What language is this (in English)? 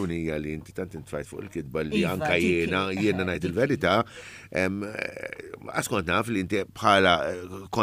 Maltese